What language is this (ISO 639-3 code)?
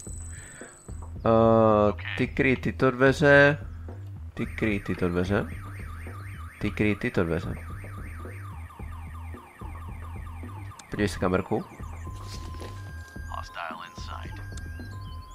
ces